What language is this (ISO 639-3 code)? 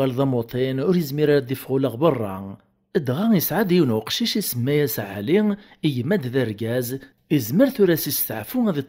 kab